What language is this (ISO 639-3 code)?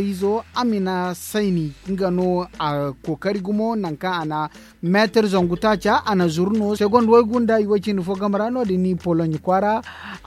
dje